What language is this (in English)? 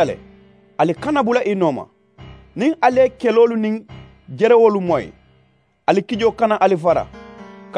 Mandingo